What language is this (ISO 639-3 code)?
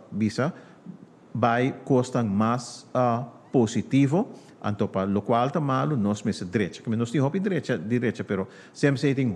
pap